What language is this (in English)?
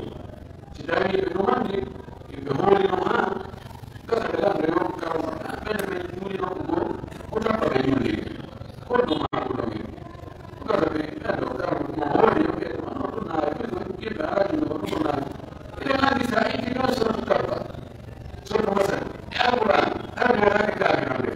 Pular